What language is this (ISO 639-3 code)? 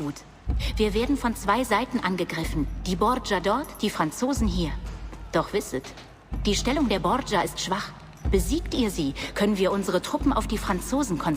bar